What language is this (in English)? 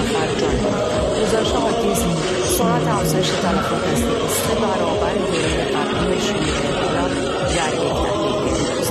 Persian